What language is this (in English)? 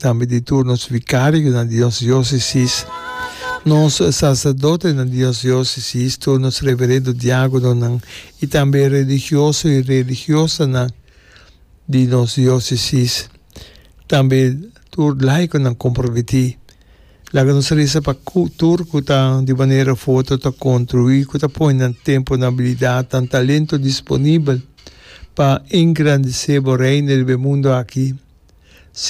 Papiamento